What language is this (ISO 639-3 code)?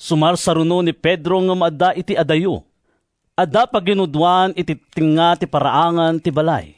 ilo